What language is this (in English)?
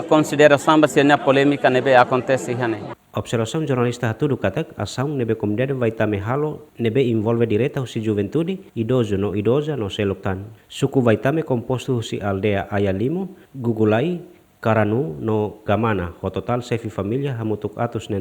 Tetum